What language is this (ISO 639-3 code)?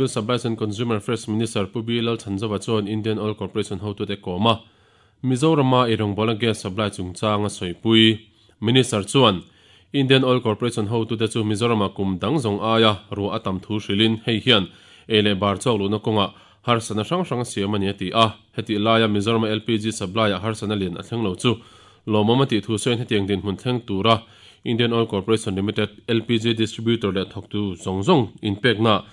lus